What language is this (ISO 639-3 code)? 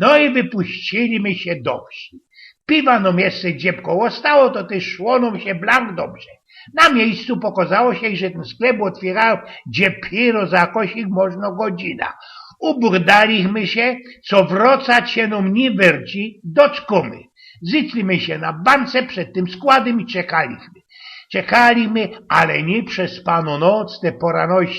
szl